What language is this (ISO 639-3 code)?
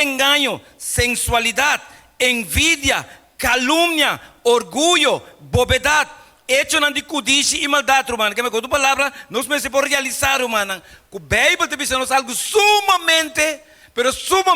pap